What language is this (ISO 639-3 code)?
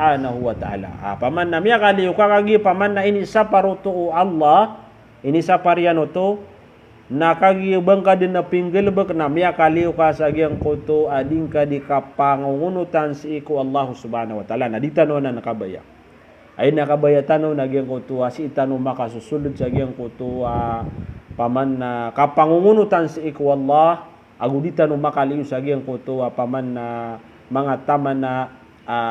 mrw